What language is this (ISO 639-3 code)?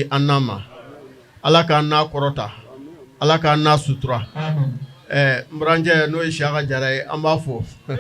bam